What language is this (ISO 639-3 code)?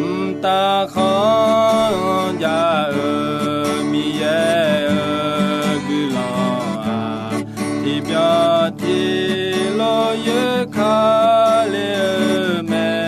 ahk